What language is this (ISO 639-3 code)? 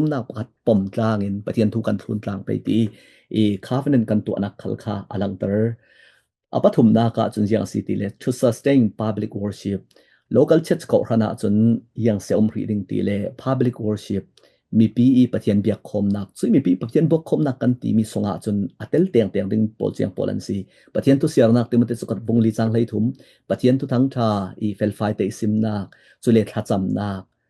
cfm